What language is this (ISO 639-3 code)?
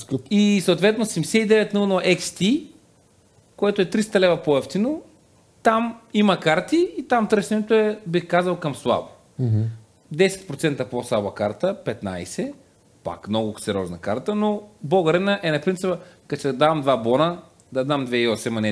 bul